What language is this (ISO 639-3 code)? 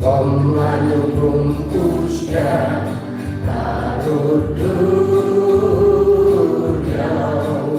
kha